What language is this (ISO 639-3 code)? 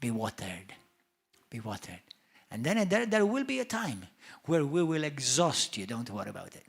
eng